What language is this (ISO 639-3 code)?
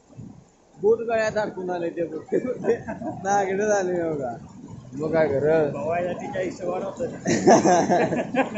mar